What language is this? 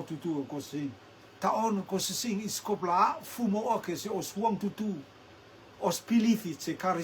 Rotuman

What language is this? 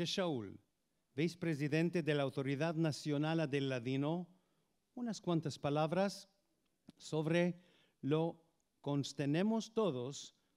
Ladino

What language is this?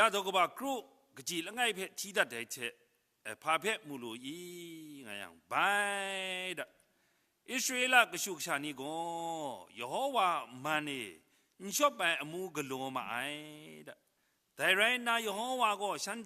Kachin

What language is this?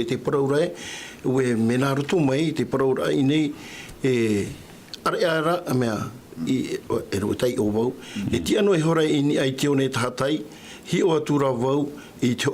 Tahitian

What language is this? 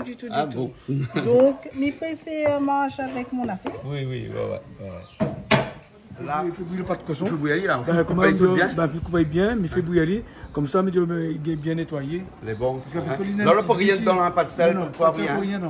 Réunion Creole French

